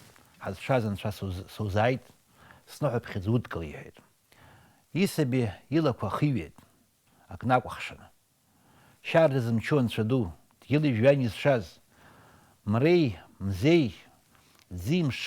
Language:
Abkhazian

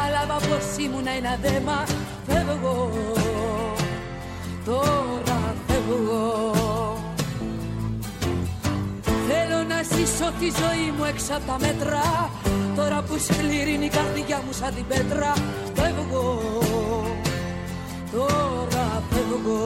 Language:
Greek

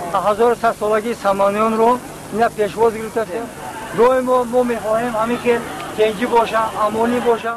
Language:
Tajik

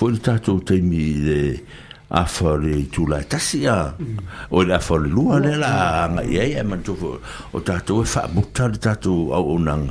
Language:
Samoan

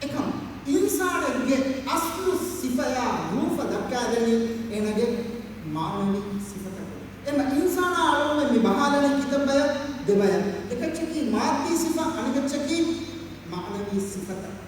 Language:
Divehi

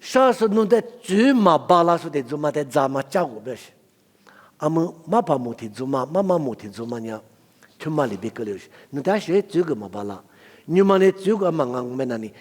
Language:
Lisu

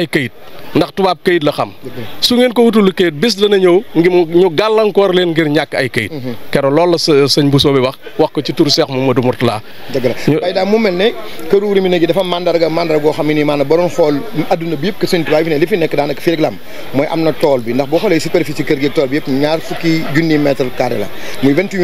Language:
Wolof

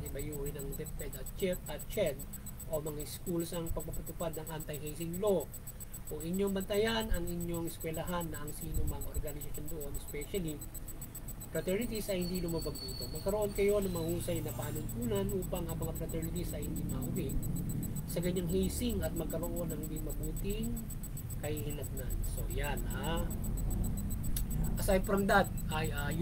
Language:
Filipino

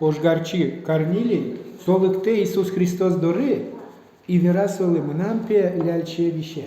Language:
Udmurt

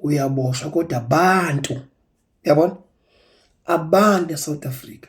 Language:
Zulu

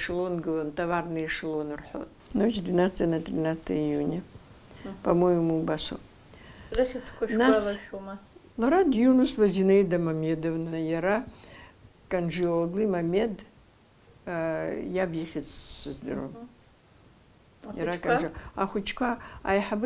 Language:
Abkhazian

